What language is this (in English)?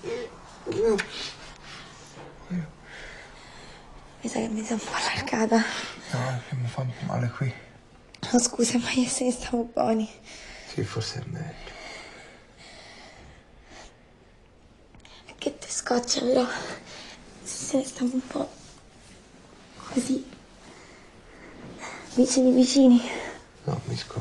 Italian